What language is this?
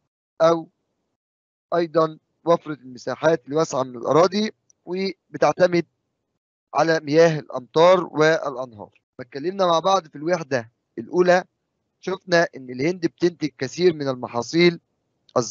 Egyptian Arabic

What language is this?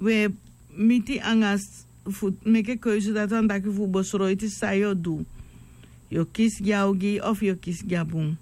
Sranan Tongo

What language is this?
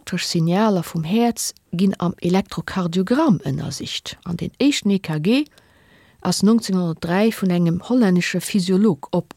Luxembourgish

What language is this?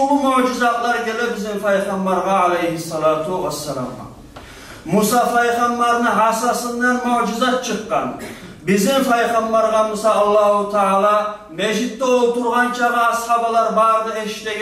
Kumyk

